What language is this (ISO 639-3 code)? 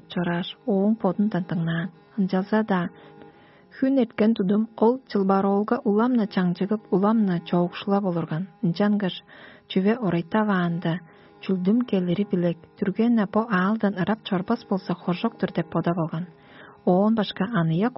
tyv